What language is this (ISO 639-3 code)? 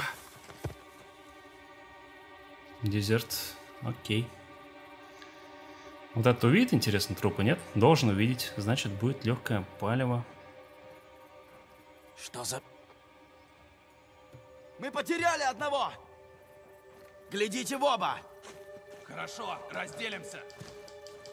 rus